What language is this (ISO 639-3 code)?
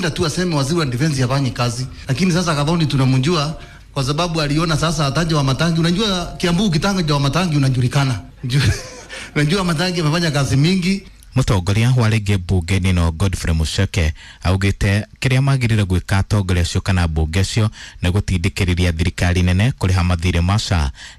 kik